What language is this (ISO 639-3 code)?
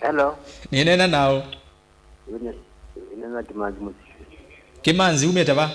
kam